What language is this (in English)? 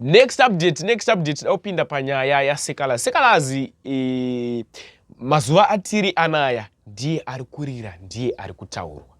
Shona